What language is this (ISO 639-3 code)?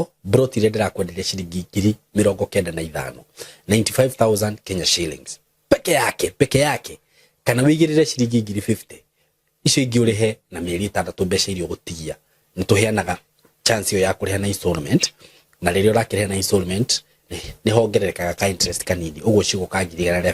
kik